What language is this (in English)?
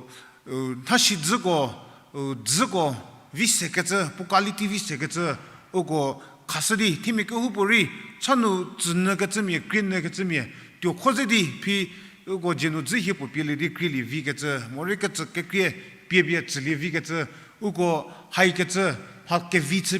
Angami Naga